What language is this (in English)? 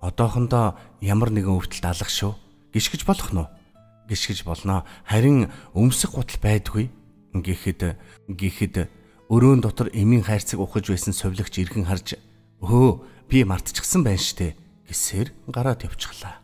Mongolian